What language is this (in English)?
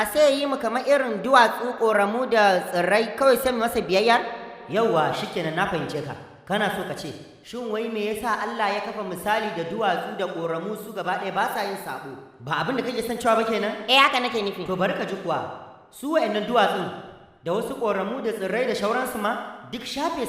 Hausa